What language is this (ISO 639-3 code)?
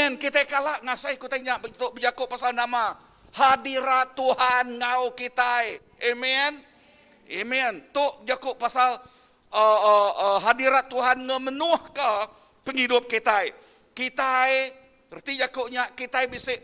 iba